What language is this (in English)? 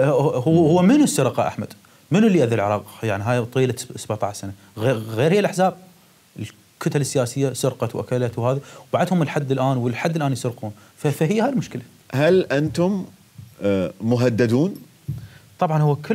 Mesopotamian Arabic